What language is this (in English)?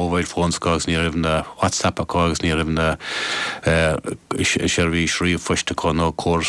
Irish